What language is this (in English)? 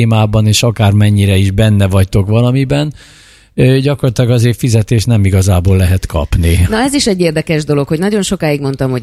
Hungarian